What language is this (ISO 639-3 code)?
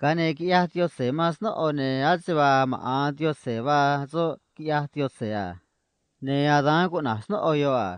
trc